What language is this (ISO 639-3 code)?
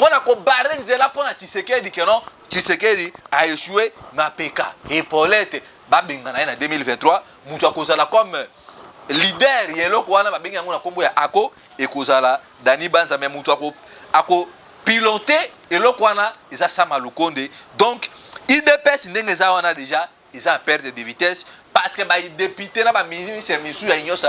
lin